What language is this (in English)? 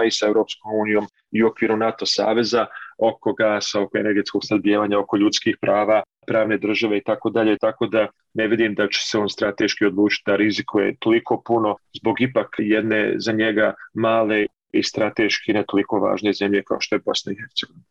Bosnian